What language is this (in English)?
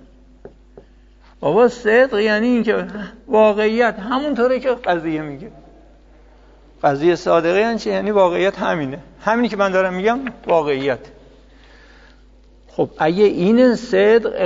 Persian